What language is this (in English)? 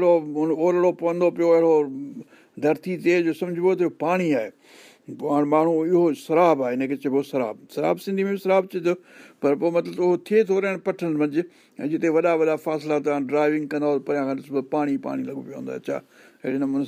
Sindhi